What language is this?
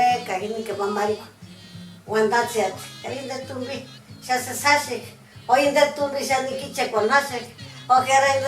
Purepecha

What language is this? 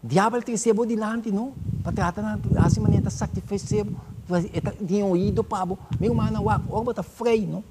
Papiamento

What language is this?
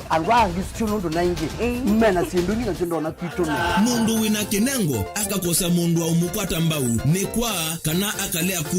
Kamba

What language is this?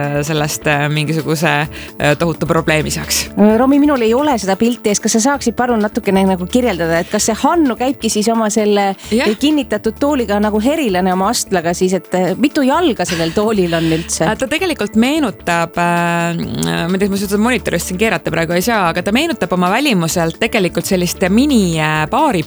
Estonian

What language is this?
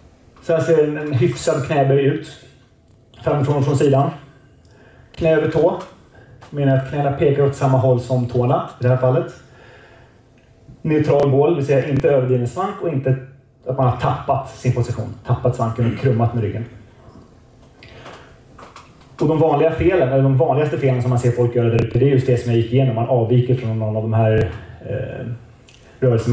Swedish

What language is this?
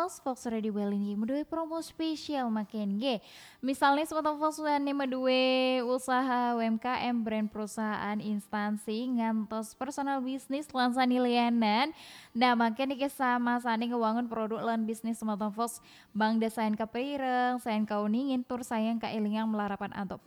Balinese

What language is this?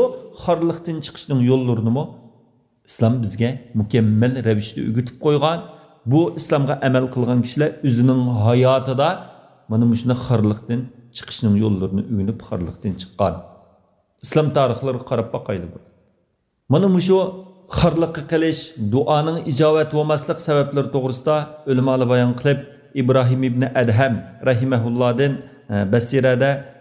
Uyghur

